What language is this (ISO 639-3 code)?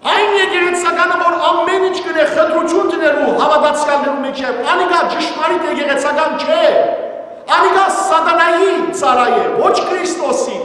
hyw